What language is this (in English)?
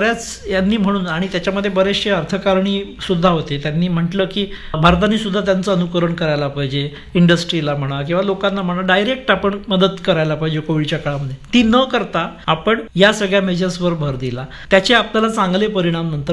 Marathi